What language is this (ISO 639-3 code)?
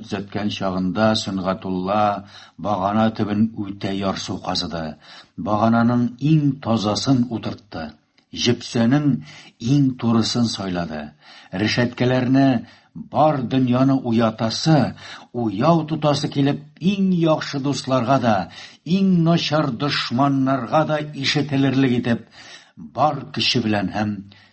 tat